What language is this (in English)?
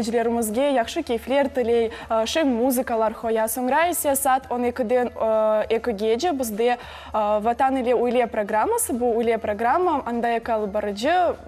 Crimean Tatar